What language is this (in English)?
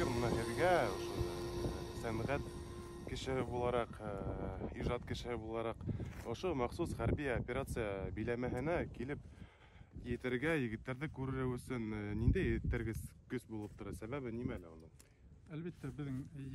Bashkir